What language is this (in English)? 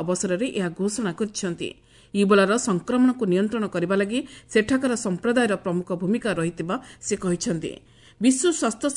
Odia